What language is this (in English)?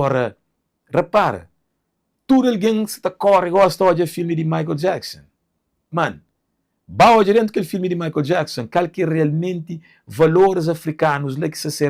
Kabuverdianu